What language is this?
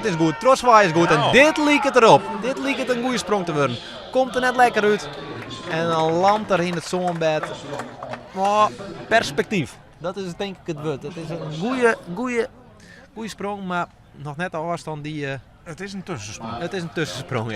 Western Frisian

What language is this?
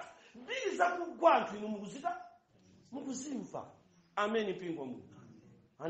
Nyanja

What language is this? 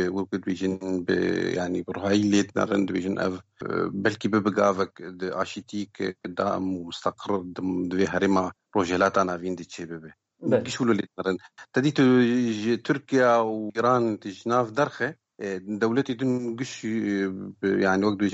Kurdish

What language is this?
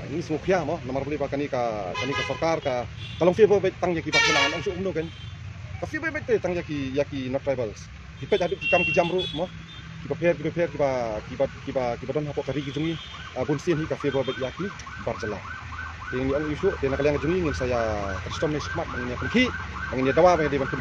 Khasi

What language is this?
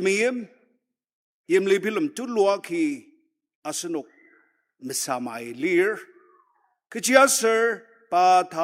Ao Naga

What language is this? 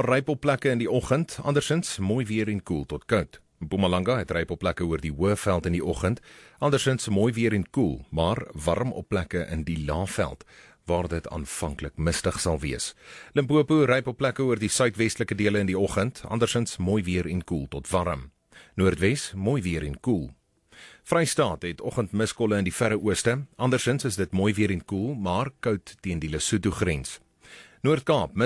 Afrikaans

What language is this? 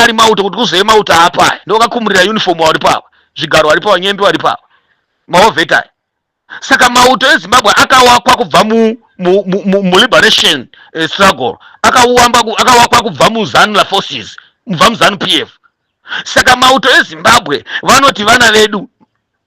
Shona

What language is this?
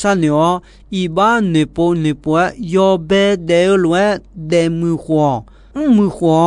Akha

